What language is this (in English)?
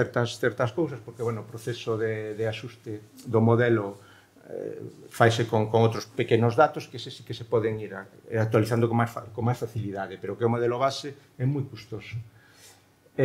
Galician